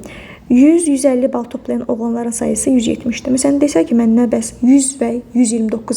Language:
Azerbaijani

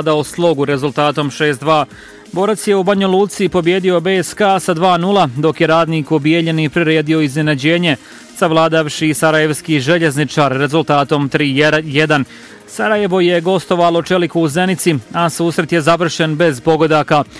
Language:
Bosnian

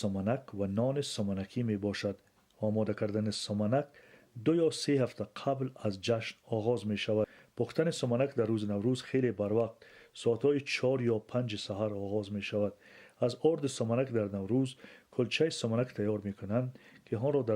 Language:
Persian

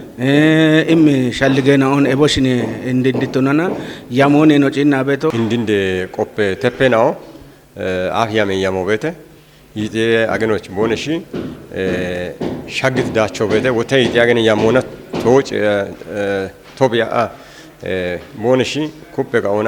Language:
Kafa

